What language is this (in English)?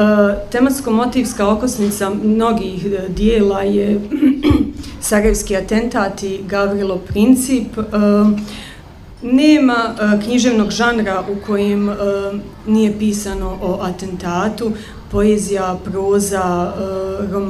Bosnian